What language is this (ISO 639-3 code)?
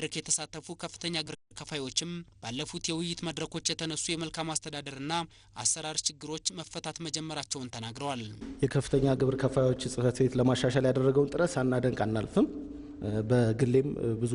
amh